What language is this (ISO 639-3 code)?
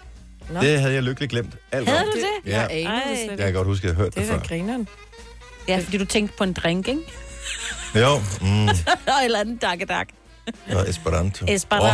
dan